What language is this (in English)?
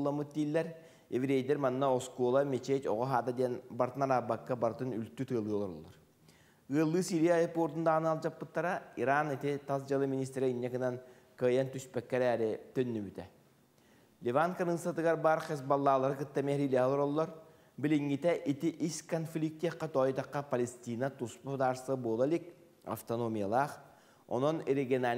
Yakut